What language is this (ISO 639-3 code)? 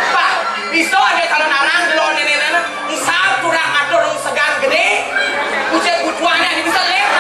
ban